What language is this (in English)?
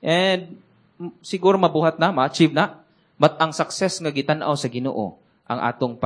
Cebuano